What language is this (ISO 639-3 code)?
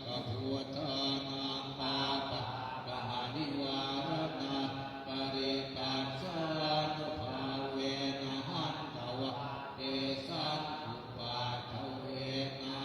pli